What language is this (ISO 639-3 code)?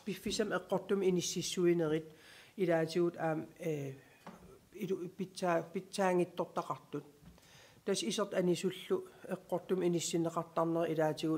kal